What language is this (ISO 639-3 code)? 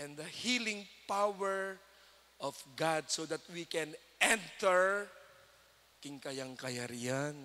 pam